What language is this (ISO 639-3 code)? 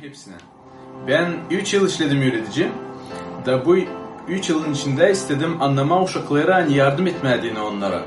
gag